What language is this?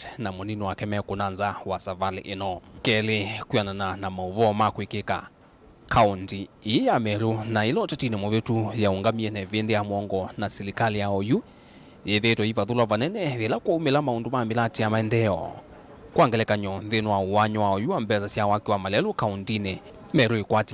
Kamba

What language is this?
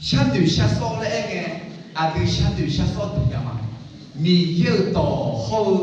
Akha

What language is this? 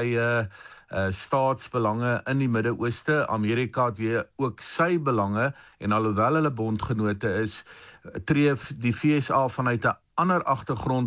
Afrikaans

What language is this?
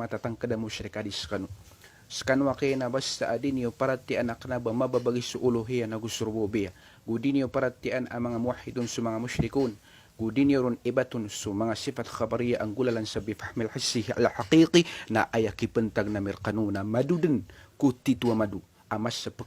Maranao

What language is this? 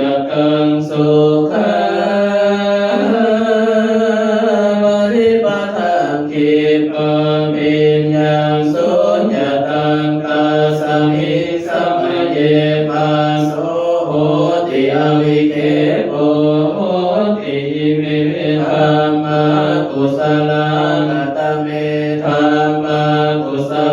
Pali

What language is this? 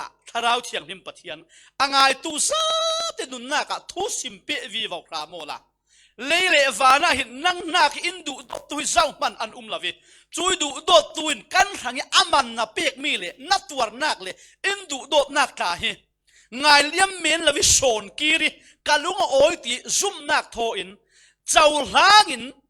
Falam Chin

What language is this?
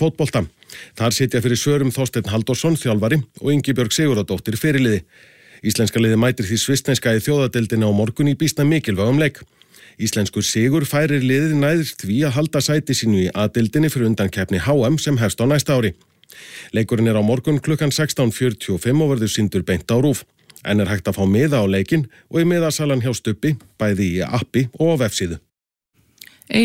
Icelandic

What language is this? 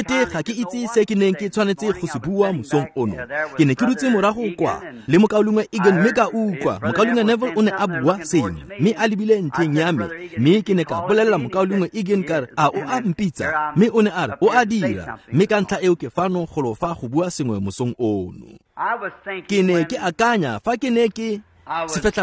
Tswana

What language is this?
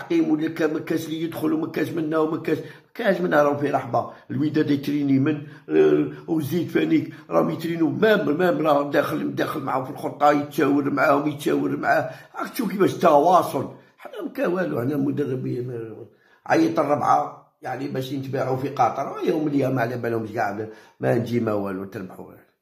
Algerian Arabic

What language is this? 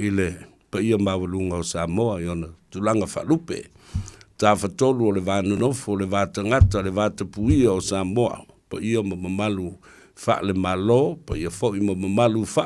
Samoan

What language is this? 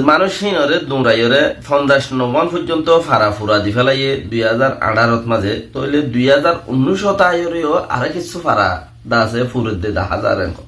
Rohingya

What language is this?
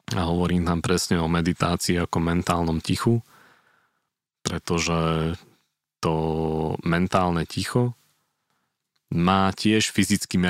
Slovak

